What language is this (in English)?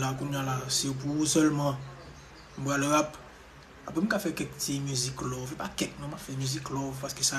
Haitian Creole